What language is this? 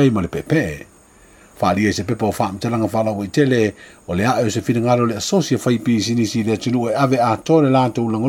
Samoan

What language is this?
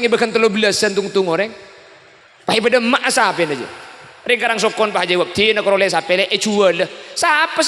Madurese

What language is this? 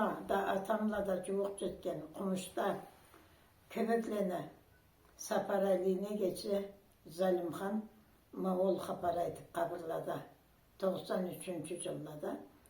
Karachay-Balkar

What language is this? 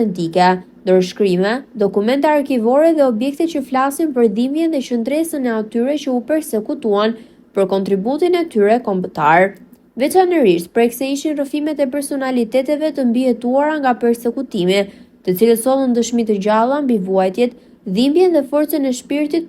Albanian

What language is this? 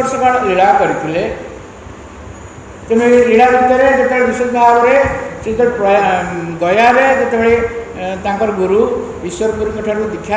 Odia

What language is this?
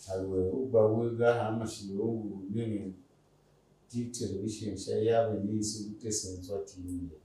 Tiv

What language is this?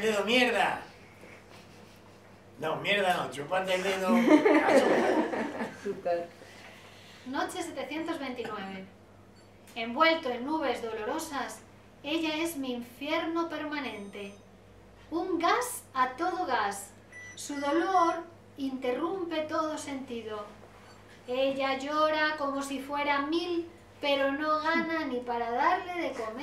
Spanish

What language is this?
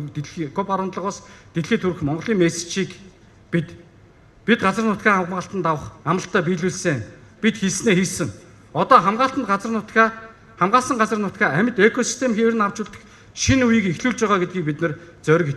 Mongolian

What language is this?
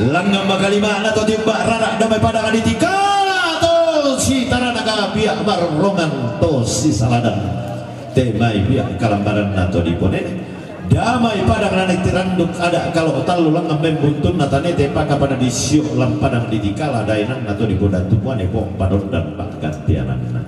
Toraja-Sa'dan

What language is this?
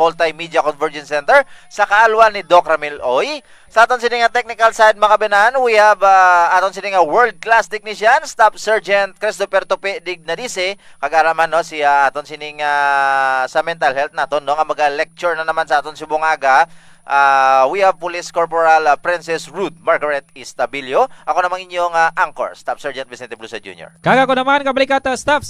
Hiligaynon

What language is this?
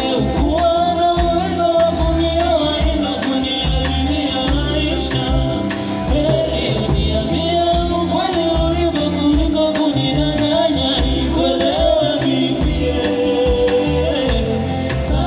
Swahili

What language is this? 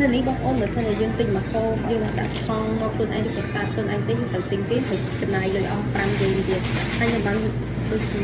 Khmer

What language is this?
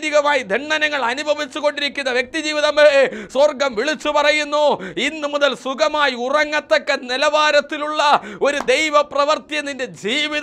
Malayalam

